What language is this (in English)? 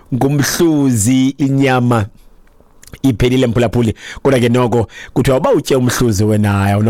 Xhosa